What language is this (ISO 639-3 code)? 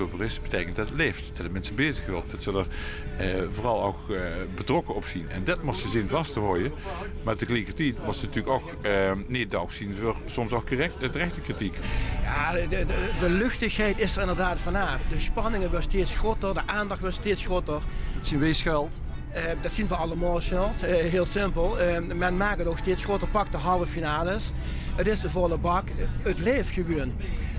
lim